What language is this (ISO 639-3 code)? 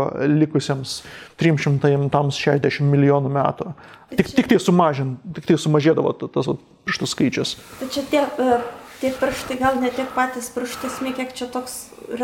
lit